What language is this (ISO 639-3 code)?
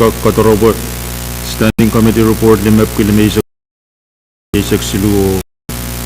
pon